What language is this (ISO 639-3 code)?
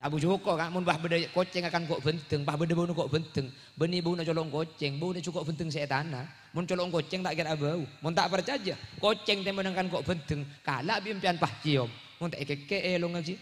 mad